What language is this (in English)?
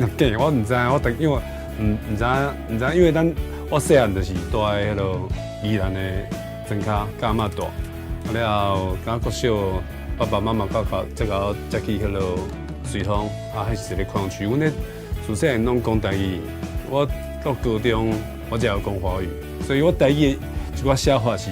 Min Nan Chinese